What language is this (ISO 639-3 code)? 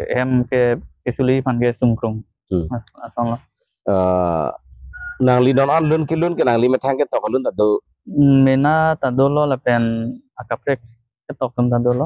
mjw